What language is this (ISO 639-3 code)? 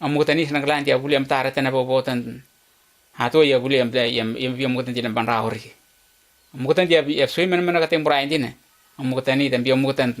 nms